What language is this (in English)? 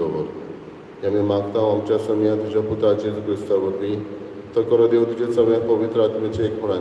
Konkani